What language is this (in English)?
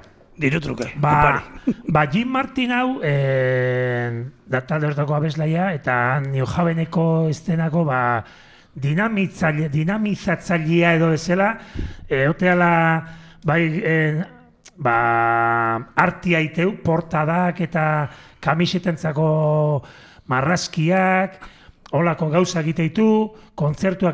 Basque